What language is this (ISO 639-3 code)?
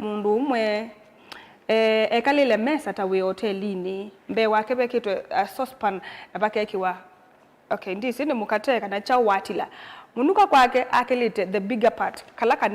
kam